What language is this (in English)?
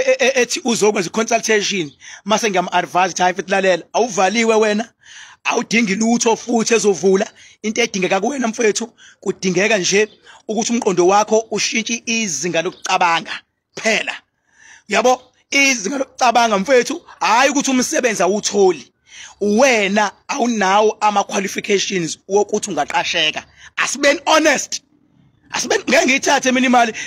Zulu